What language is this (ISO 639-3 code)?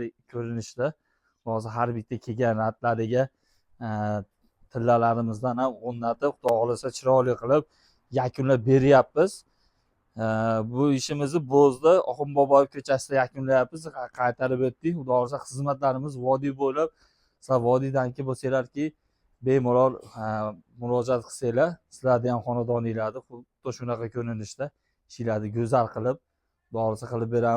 uzb